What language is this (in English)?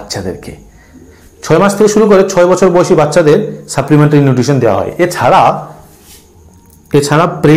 Bangla